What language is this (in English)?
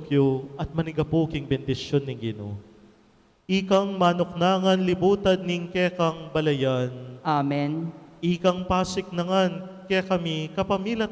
Pampanga